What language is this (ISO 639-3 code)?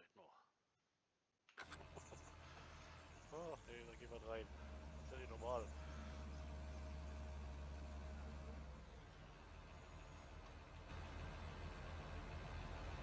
deu